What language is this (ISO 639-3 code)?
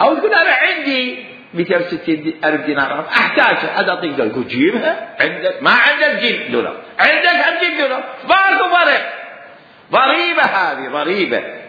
acm